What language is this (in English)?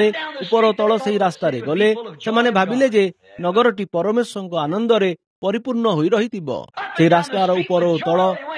Odia